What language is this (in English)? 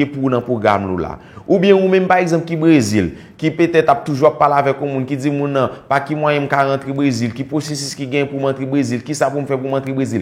Haitian Creole